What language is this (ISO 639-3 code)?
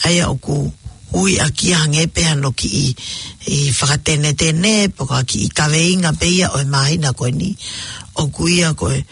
ton